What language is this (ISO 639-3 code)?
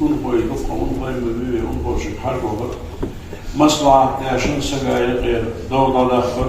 inh